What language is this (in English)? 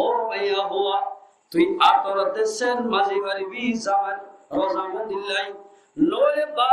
Rohingya